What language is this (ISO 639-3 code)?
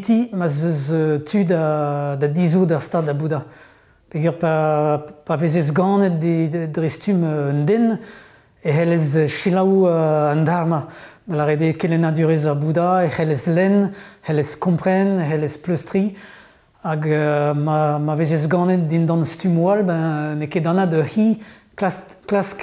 bre